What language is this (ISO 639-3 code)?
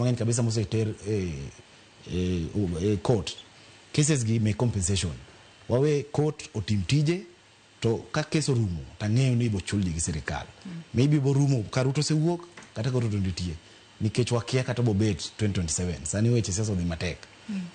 luo